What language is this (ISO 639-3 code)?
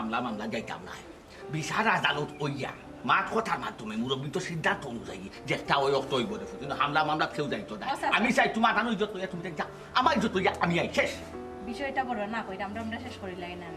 syl